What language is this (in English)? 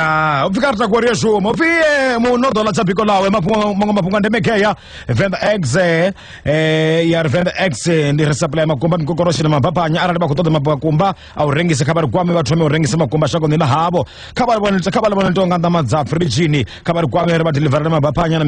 Venda